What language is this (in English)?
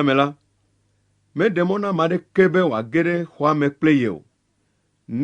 Ewe